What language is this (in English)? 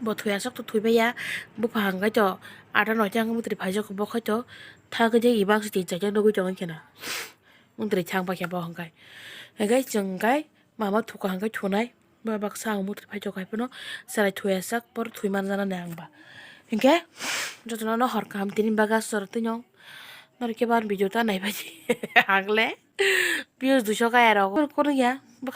Kok Borok